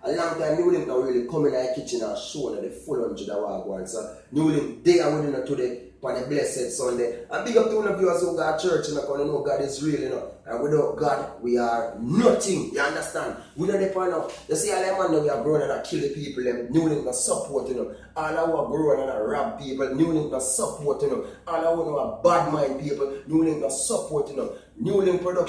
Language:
Jamaican Creole English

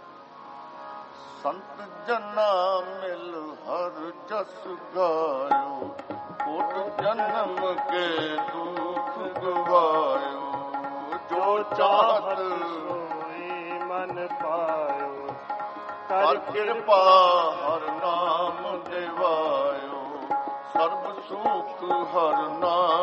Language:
Punjabi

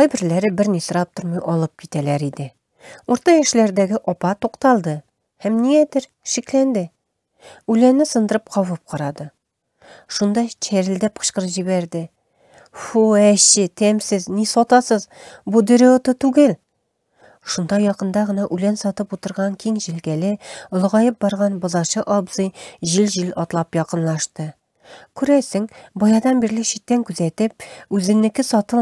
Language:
Tatar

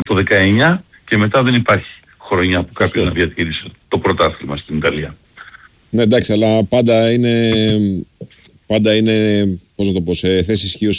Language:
Greek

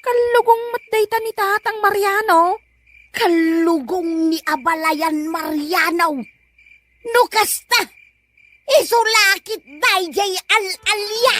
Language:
Iloko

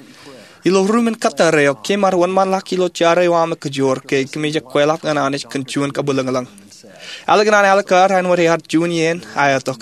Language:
Marshallese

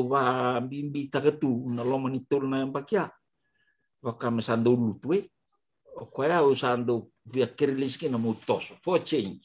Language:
Fijian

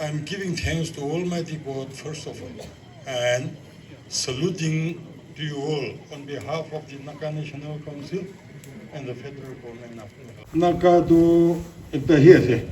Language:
Chokri Naga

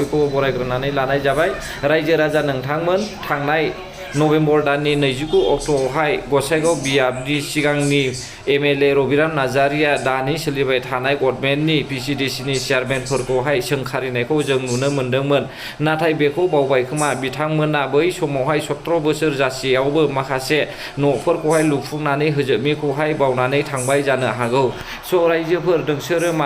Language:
Bodo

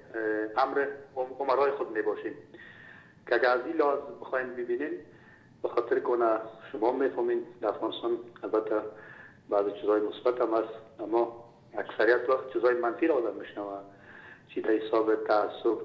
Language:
Persian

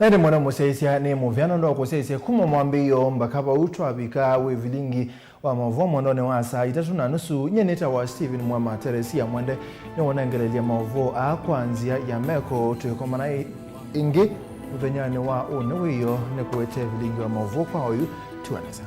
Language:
Kamba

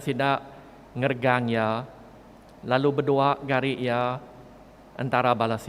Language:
Iban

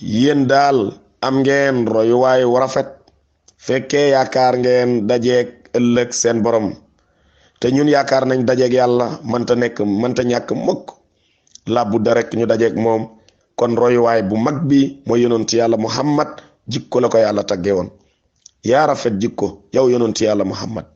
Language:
Wolof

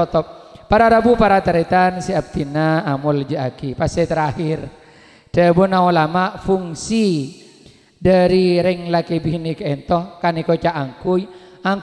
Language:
Madurese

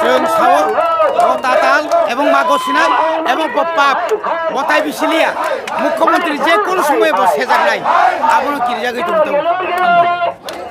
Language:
Kok Borok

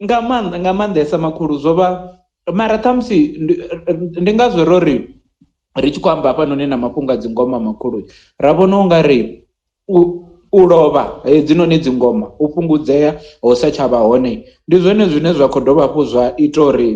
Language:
Venda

